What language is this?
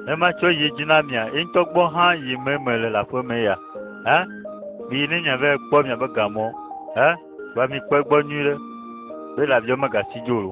Ewe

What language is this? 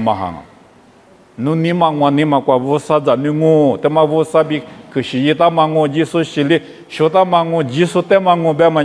Lisu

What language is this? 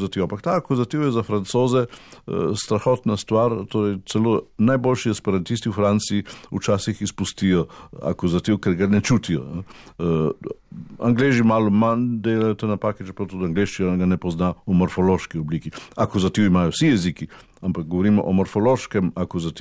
Slovenian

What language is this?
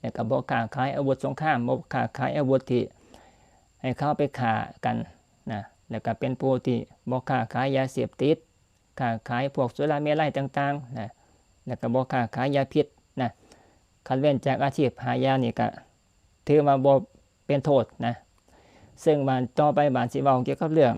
Northeastern Thai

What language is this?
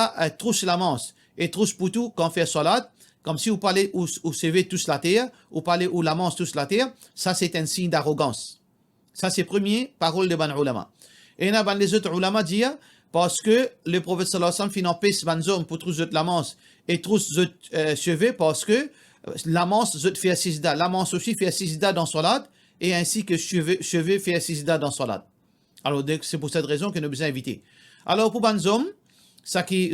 Morisyen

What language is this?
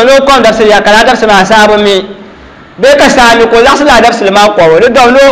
Dagbani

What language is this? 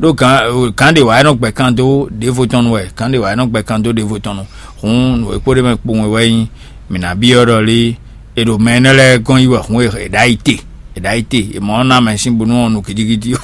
Fon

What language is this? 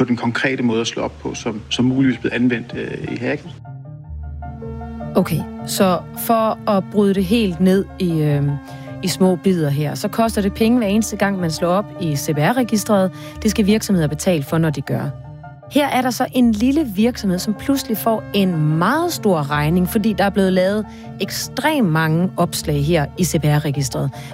Danish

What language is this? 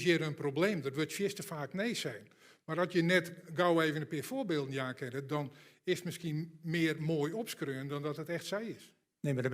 Western Frisian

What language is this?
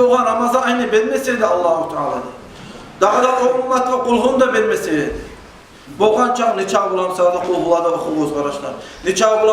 Kumyk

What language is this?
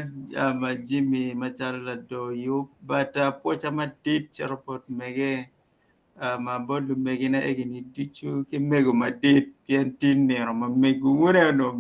Acoli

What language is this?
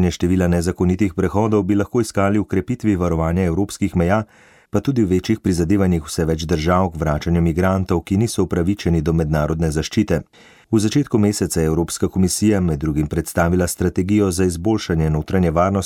Slovenian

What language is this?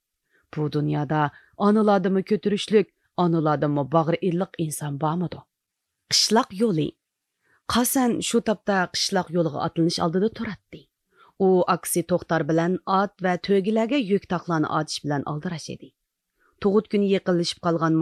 Uyghur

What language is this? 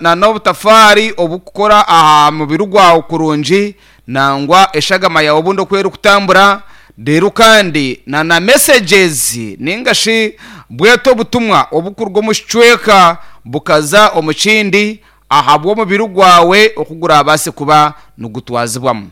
Nyankole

